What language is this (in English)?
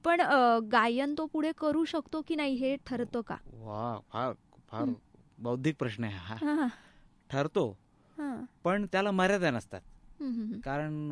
Marathi